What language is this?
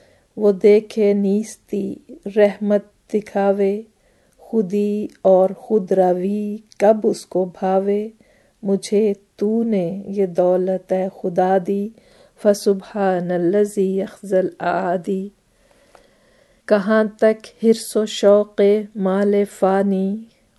Urdu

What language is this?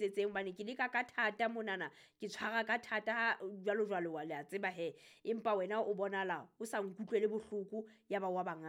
Southern Sotho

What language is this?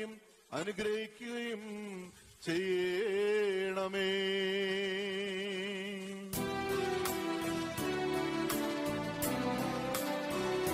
Malayalam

